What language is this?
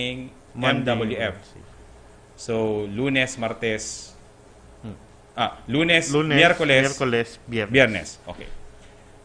Bikol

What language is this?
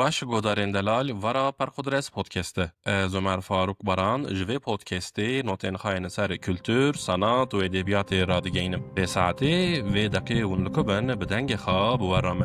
Kurdish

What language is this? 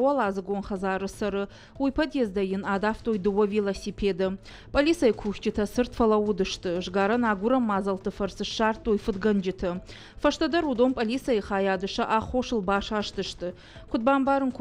Ossetic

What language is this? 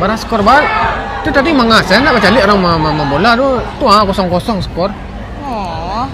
Minangkabau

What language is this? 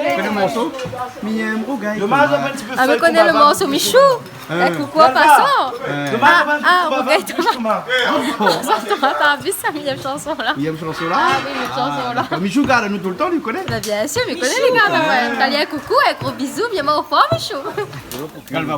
Réunion Creole French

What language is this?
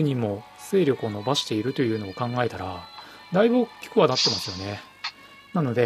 Japanese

